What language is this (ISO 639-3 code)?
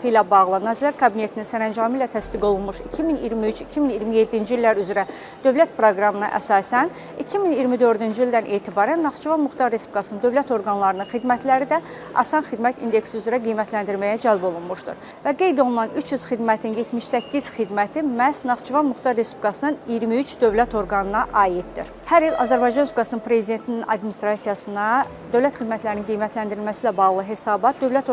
aze